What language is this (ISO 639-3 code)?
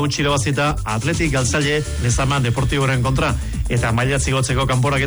eus